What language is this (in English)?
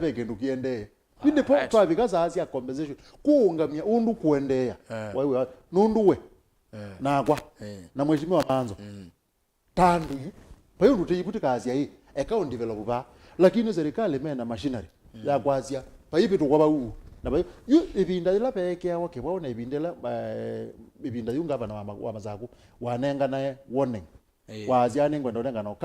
Kamba